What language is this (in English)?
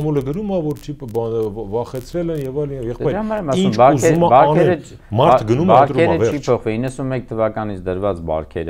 Armenian